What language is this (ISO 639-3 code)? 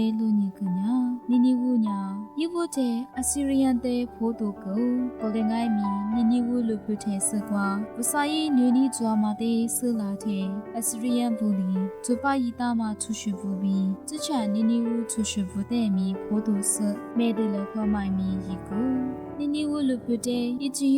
lis